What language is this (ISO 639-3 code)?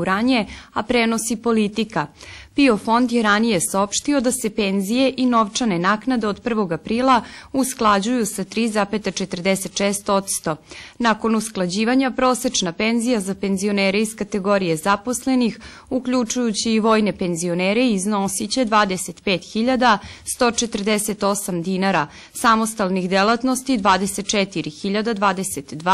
srp